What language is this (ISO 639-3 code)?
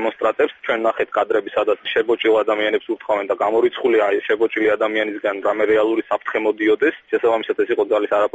kat